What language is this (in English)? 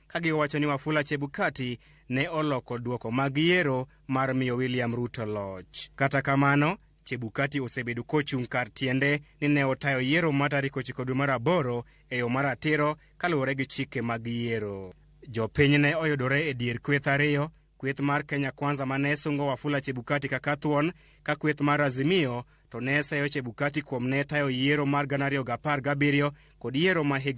Luo (Kenya and Tanzania)